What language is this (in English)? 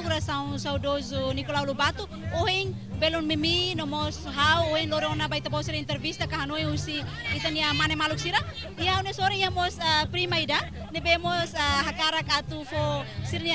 Tetum